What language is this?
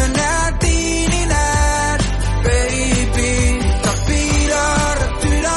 Danish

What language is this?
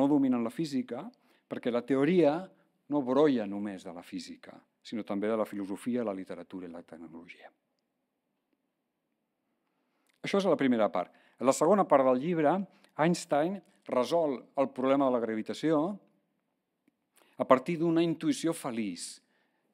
Catalan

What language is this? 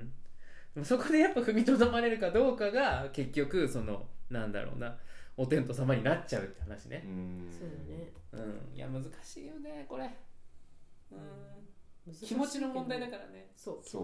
Japanese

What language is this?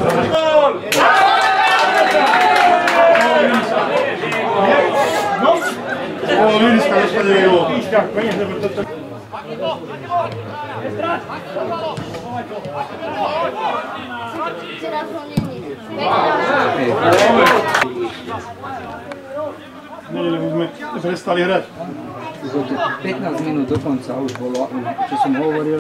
Slovak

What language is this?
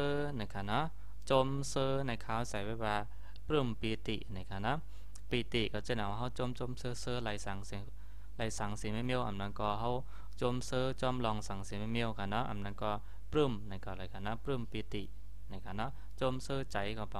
Shan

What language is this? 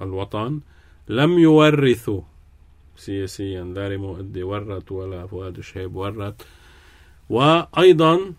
North Levantine Arabic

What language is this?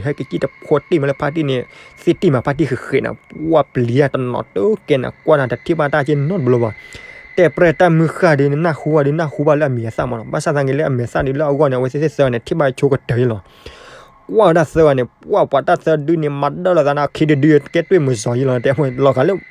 S'gaw Karen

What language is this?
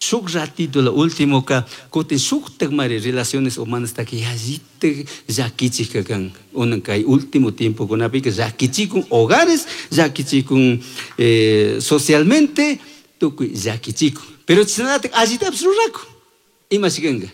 Chimborazo Highland Quichua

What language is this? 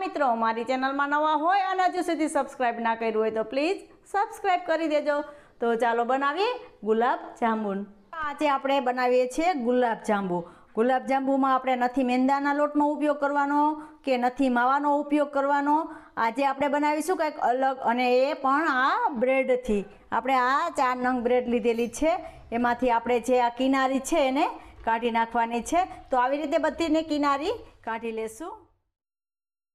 Gujarati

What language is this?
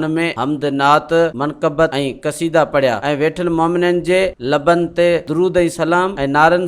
Sindhi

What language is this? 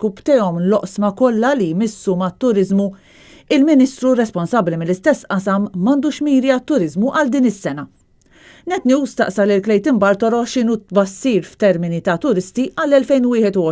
Maltese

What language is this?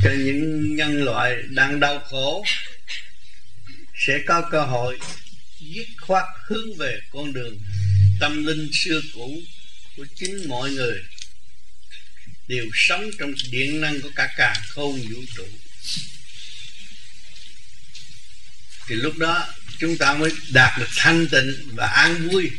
Vietnamese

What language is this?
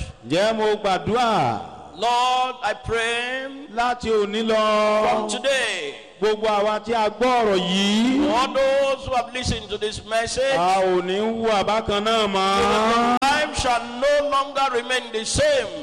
Yoruba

